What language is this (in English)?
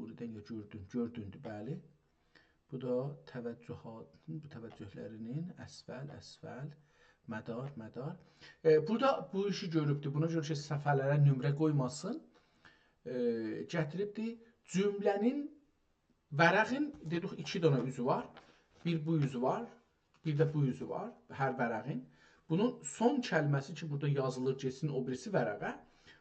South Azerbaijani